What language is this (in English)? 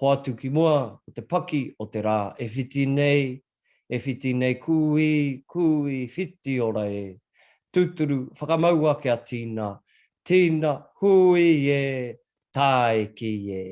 Māori